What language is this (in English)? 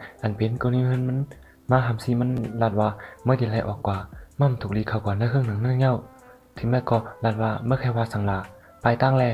Shan